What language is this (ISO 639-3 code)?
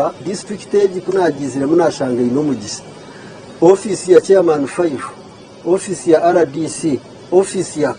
nyn